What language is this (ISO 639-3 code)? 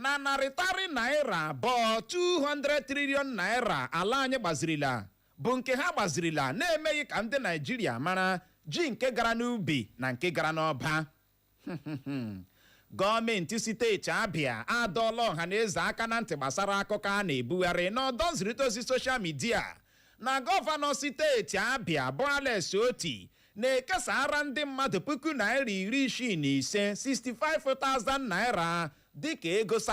ibo